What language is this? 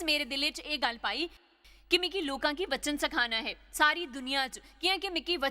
Dogri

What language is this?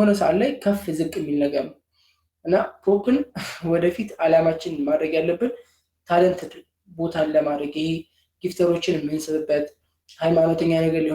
Amharic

